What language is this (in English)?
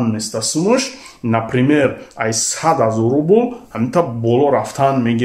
Tajik